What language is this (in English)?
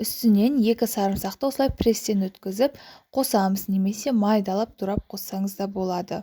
Kazakh